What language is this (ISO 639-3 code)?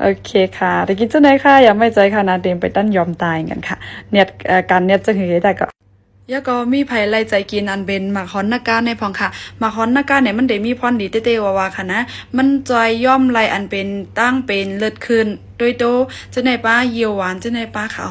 shn